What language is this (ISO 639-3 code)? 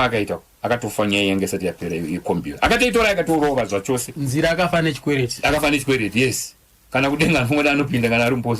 sna